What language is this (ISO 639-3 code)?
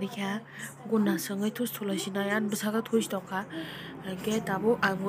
trp